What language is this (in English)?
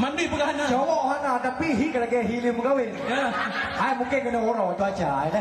Achinese